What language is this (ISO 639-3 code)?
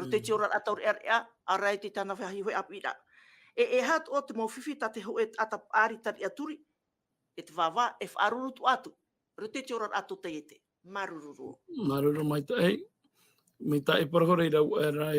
tah